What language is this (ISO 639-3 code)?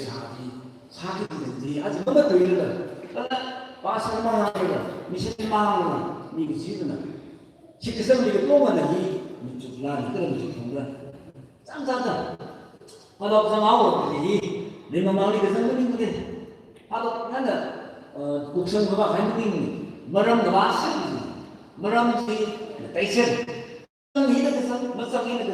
nmf